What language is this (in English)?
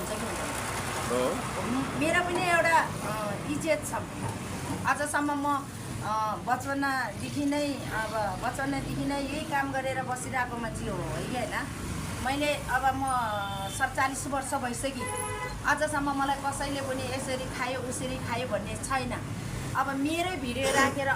Nepali